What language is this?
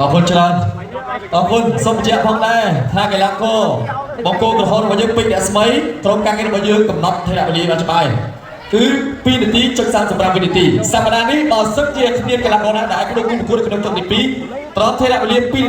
Khmer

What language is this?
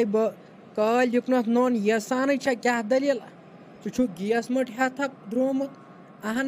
Kashmiri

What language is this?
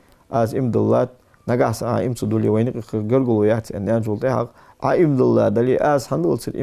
Ingush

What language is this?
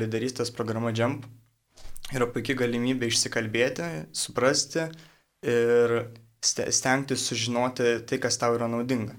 Lithuanian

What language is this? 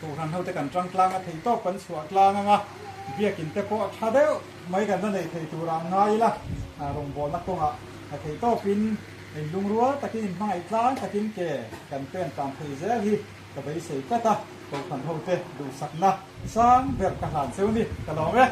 Mizo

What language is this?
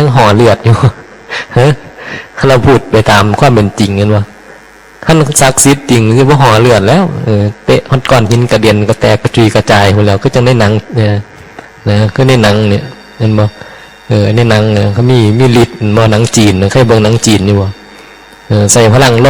Northeastern Thai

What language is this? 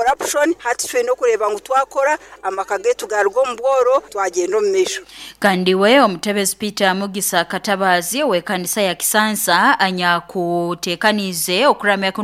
Nyoro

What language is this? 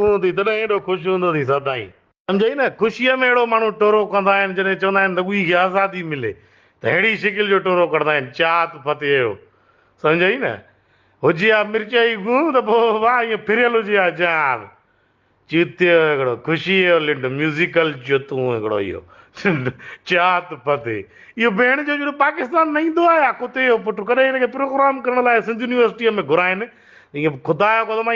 Sindhi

